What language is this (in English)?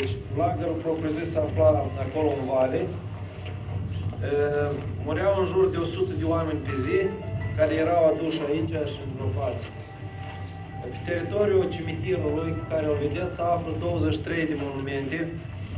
Romanian